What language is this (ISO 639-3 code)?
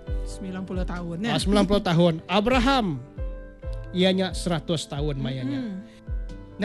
msa